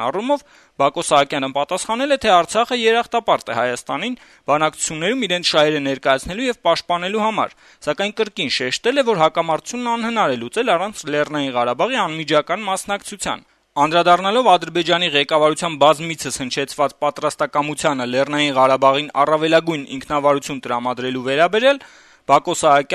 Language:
Armenian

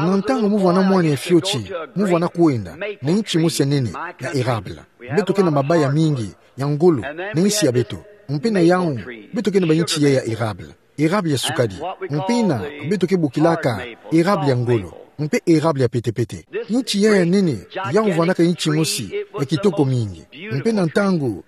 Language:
Kituba (Democratic Republic of Congo)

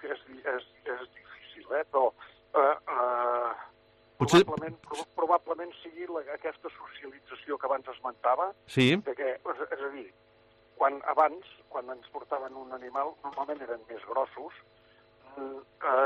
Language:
Catalan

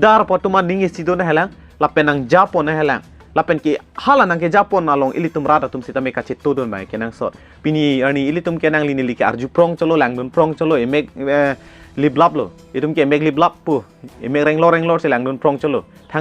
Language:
Karbi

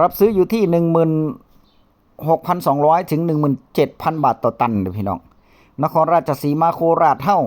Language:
Northeastern Thai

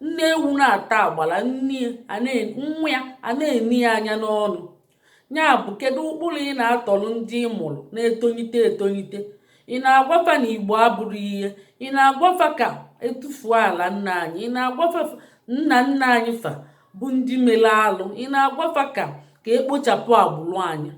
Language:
Igbo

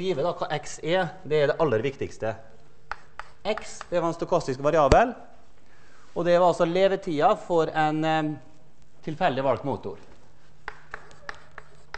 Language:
Norwegian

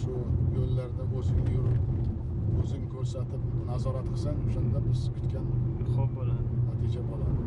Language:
Uzbek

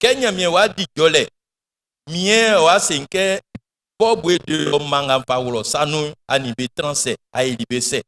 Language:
Baoulé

